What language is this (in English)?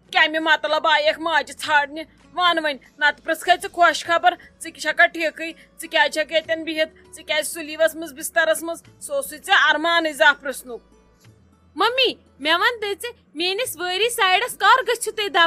Kashmiri